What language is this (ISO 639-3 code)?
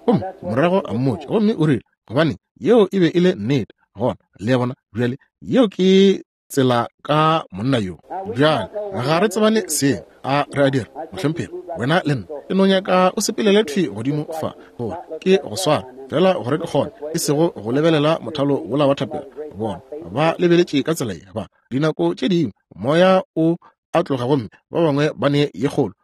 nso